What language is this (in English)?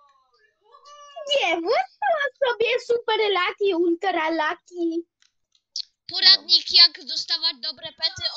Polish